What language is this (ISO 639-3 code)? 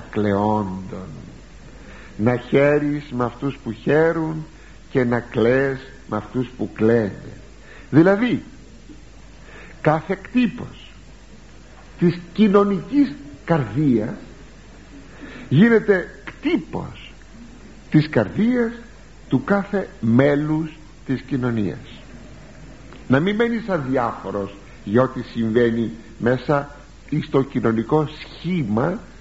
ell